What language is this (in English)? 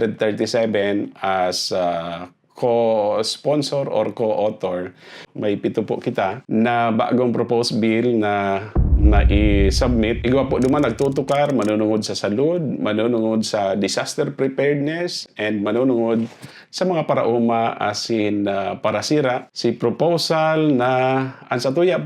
Bikol